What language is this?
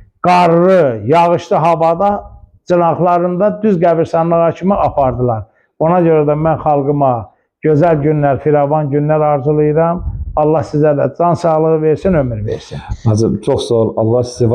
Azerbaijani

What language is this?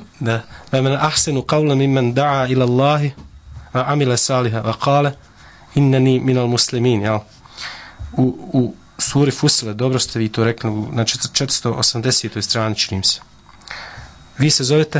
Bosnian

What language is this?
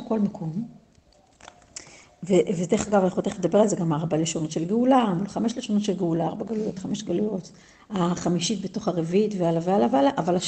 Hebrew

